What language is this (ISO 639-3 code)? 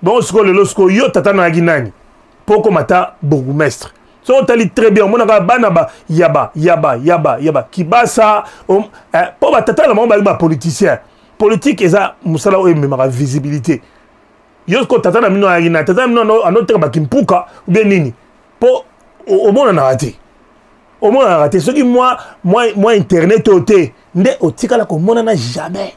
lin